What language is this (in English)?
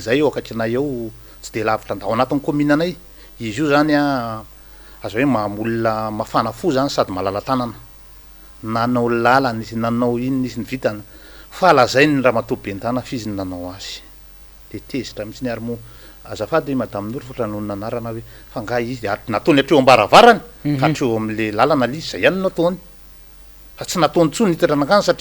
Malagasy